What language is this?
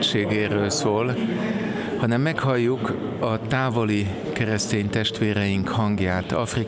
Hungarian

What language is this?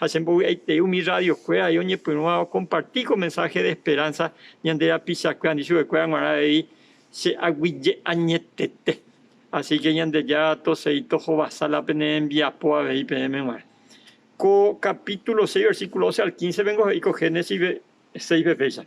Guarani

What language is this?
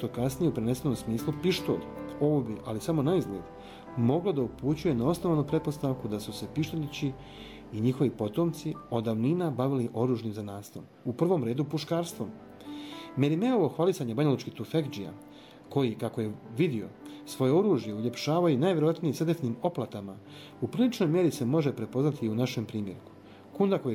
Bosnian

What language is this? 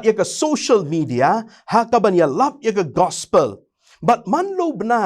Khasi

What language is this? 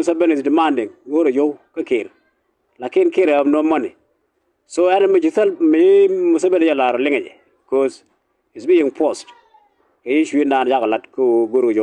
Nuer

